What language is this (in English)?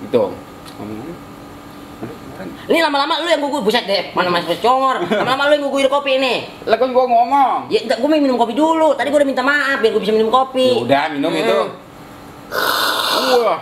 Betawi